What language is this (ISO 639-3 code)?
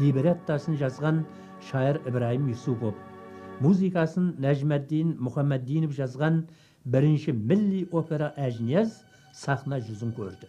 kaa